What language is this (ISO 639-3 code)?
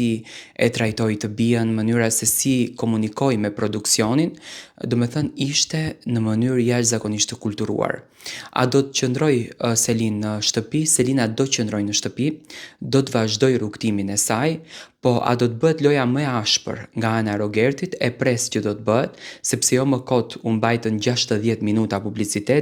sqi